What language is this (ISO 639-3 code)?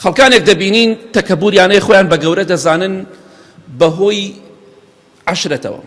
ckb